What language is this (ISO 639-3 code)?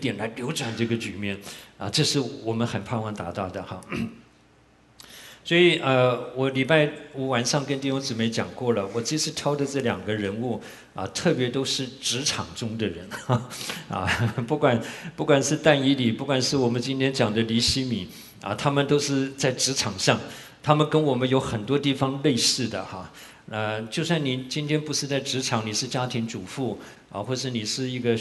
zho